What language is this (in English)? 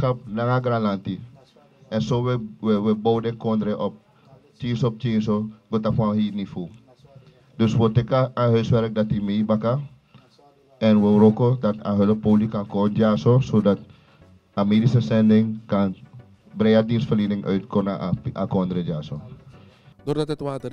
Dutch